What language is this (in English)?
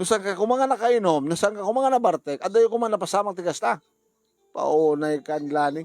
Iloko